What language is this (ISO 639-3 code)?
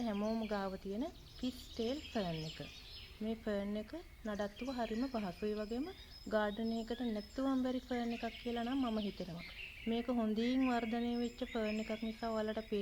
sin